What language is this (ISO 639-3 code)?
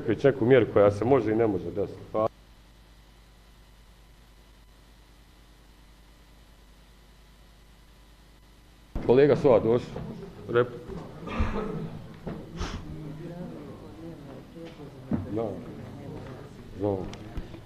bos